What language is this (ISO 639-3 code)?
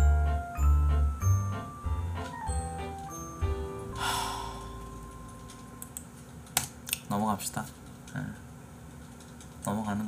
kor